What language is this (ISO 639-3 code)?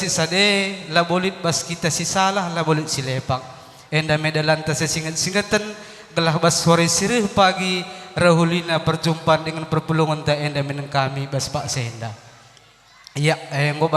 btx